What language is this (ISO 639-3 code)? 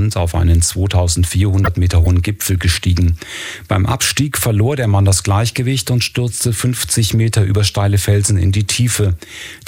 deu